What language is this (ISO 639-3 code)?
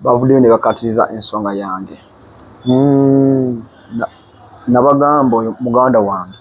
lug